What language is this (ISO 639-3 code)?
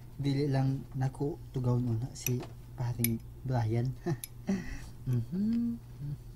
ceb